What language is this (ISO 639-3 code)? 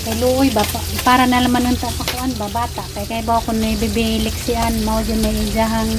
ceb